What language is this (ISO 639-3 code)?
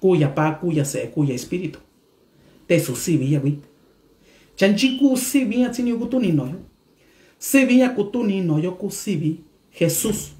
mix